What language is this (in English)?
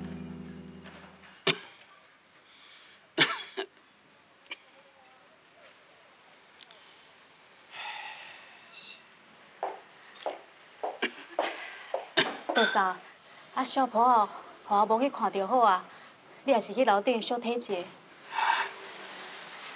Min Nan Chinese